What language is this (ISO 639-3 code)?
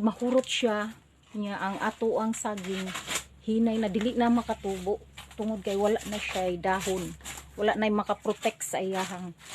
ceb